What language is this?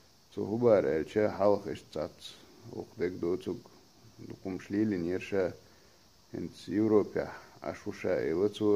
Chechen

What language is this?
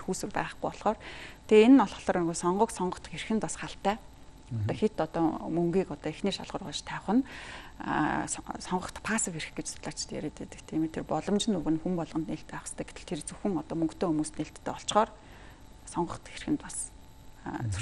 Mongolian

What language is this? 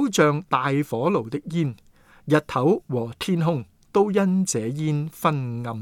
Cantonese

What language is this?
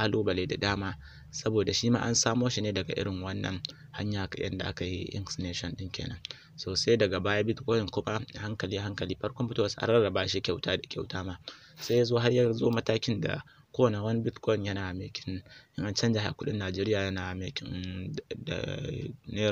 Hausa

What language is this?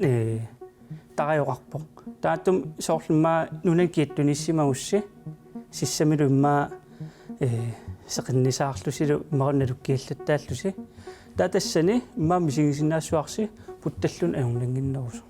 Kalaallisut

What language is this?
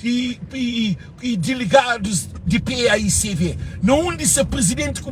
Kabuverdianu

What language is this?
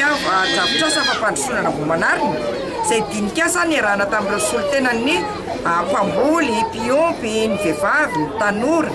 Malagasy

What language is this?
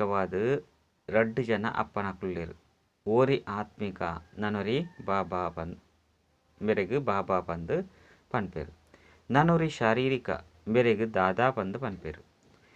Tulu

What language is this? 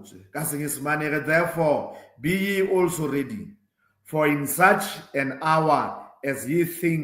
Southern Sotho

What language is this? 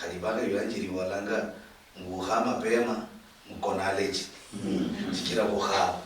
Luyia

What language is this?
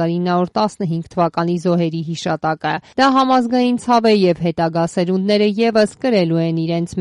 Armenian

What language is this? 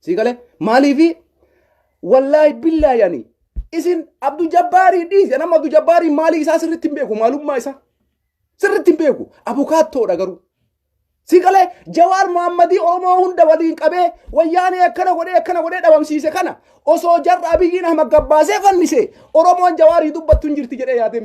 Oromo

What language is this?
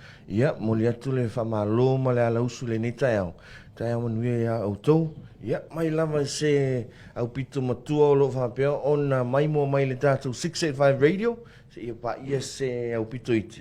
Samoan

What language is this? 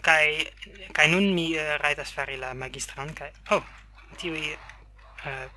Esperanto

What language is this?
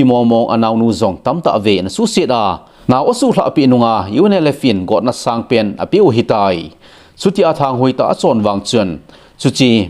Thado Chin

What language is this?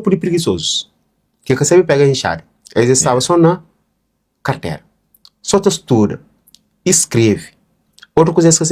Kabuverdianu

